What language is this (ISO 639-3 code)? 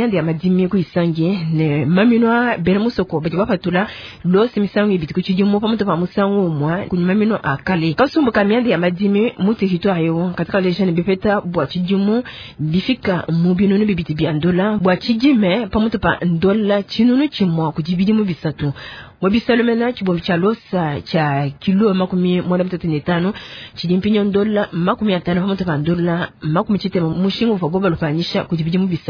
lua